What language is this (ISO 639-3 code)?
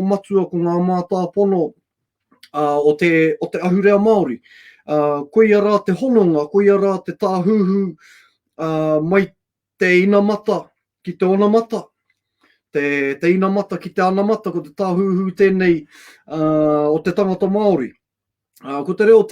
mri